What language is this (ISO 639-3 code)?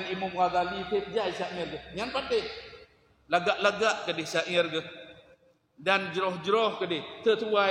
ace